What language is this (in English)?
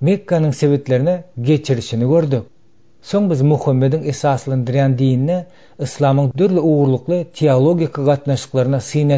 Turkmen